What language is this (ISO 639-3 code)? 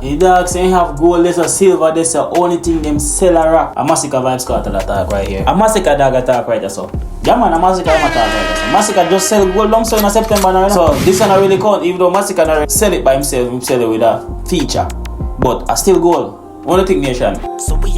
jam